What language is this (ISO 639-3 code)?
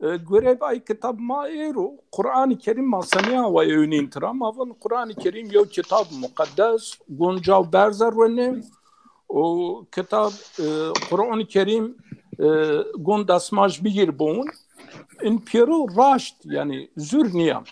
zza